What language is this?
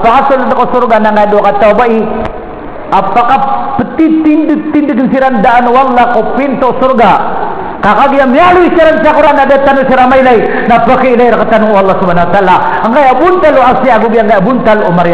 Maranao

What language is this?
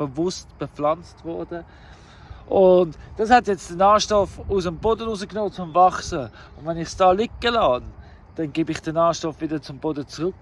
Swiss German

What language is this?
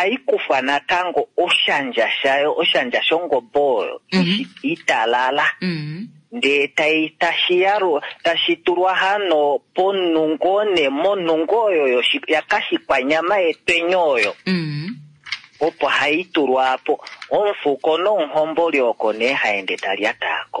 Kuanyama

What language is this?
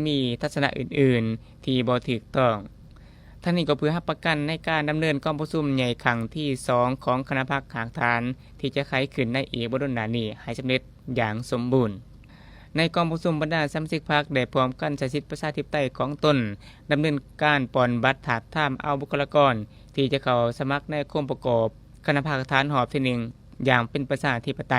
Lao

